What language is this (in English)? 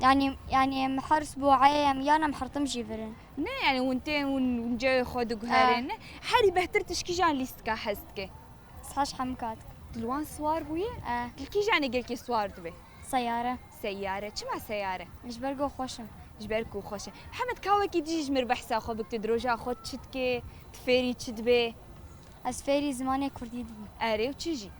Kurdish